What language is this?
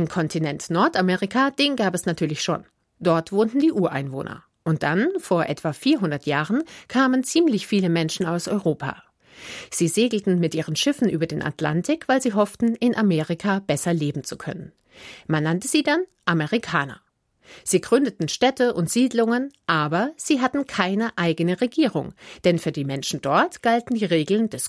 German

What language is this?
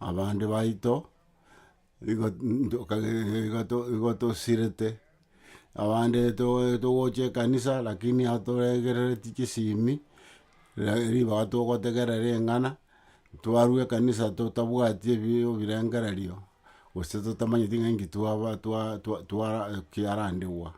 Gusii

